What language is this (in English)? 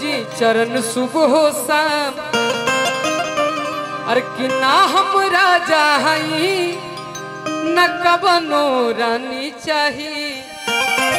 Bhojpuri